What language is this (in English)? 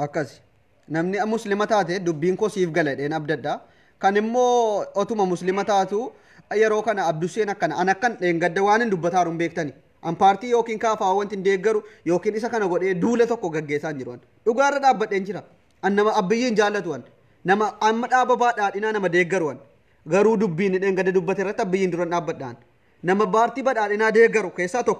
Oromo